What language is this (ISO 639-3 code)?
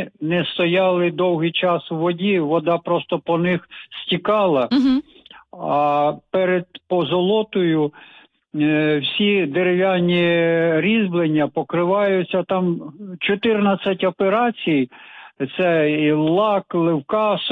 ukr